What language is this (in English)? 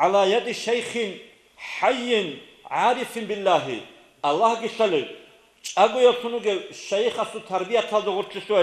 Avaric